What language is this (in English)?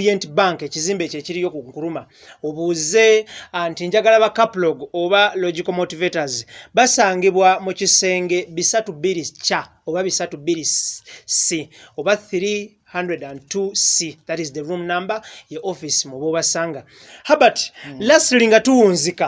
Ganda